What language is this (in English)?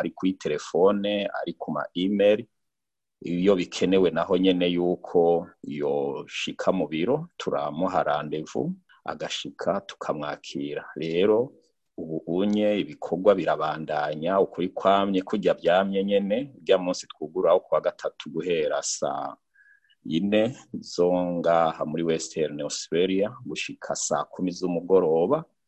Rundi